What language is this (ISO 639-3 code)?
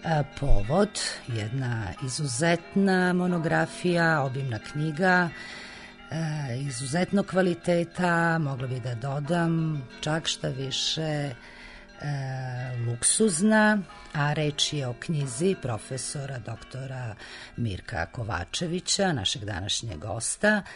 srp